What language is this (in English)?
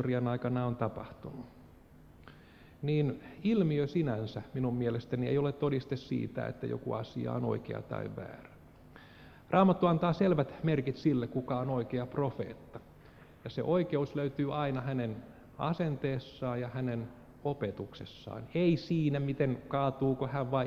Finnish